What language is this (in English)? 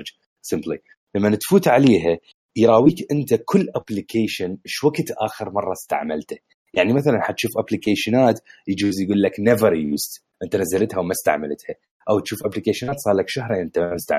Mesopotamian Arabic